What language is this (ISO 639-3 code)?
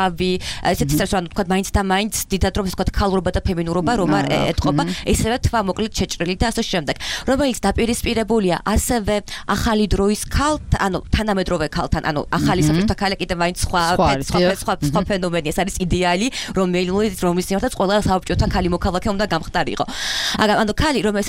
kat